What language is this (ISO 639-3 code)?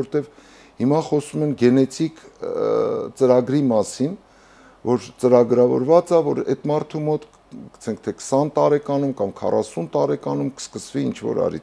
hye